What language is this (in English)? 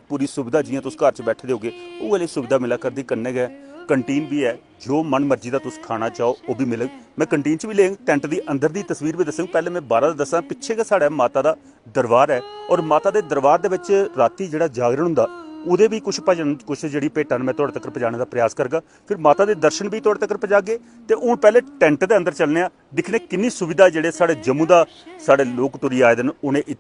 Dogri